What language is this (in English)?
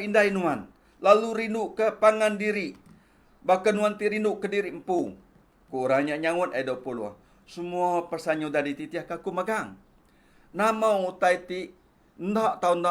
Iban